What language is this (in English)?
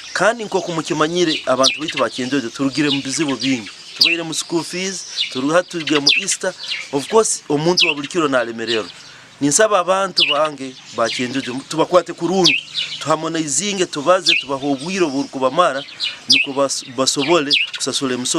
Nyankole